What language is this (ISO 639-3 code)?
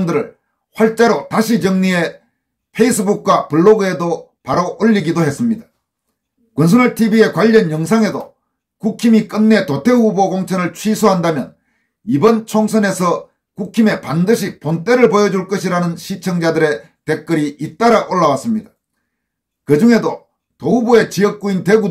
kor